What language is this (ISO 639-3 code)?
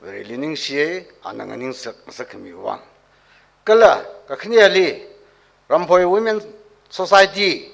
nmf